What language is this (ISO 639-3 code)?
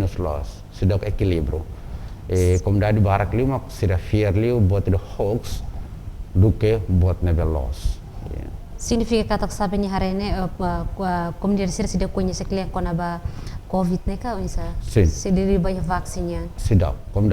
tet